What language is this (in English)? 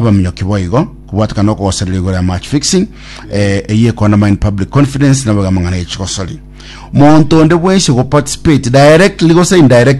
Gusii